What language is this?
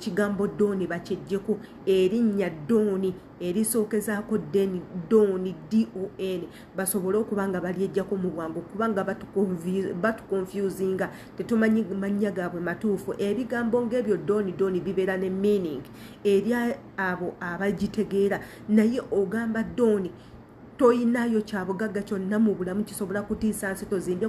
Ganda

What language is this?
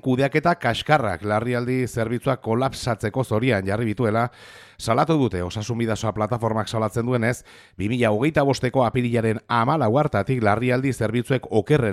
Basque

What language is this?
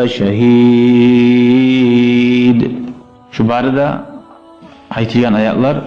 Kumyk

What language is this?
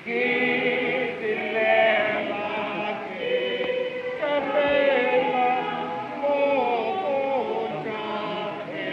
Northern Sotho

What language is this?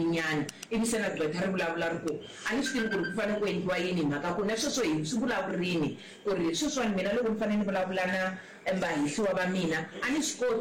Tsonga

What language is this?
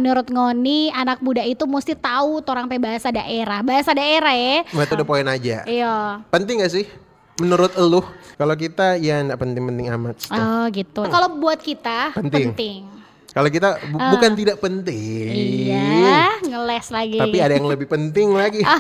Manado Malay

